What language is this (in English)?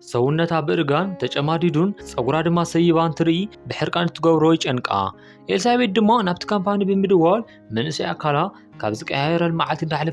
Tigrinya